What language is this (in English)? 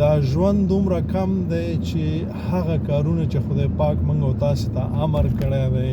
Pashto